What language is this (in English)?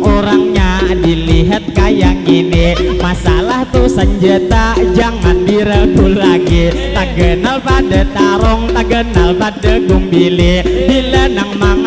Banjar